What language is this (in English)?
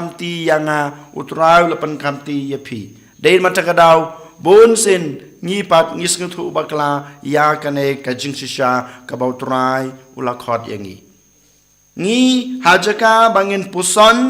Khasi